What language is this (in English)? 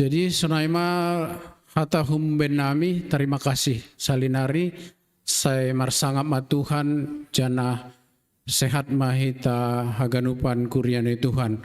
Batak Simalungun